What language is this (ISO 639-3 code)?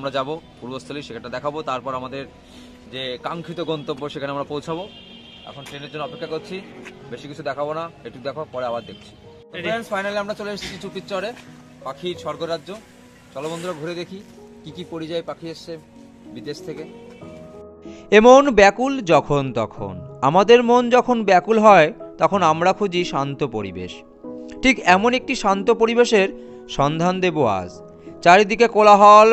ben